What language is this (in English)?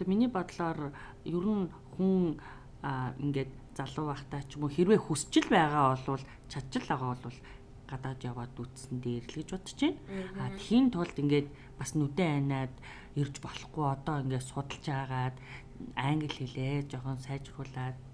Mongolian